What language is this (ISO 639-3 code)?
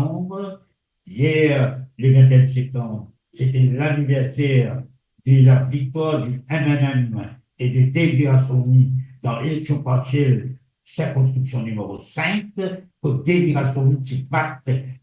mfe